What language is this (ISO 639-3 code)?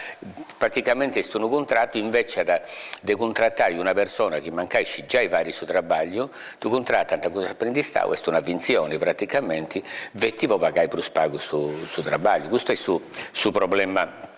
srd